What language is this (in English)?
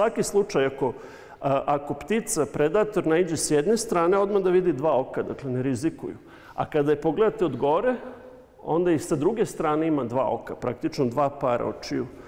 Serbian